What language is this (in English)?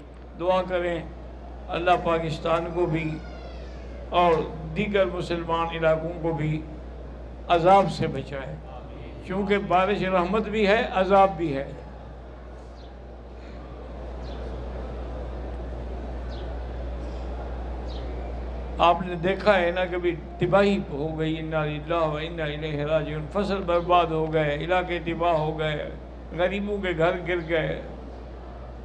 Urdu